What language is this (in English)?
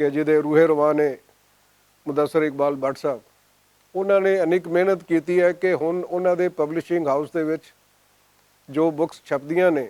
Western Panjabi